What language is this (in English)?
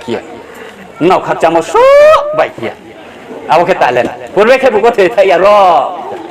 Riang (India)